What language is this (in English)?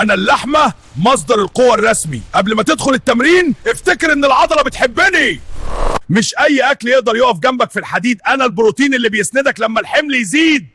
Egyptian Arabic